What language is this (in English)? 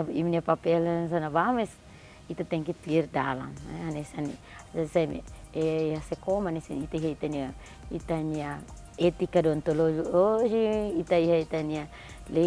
Tetum